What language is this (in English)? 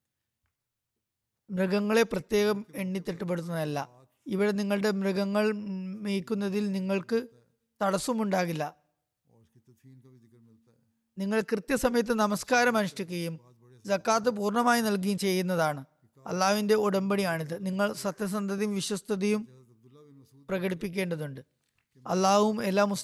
Malayalam